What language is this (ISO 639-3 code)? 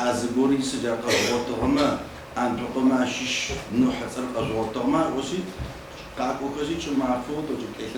ady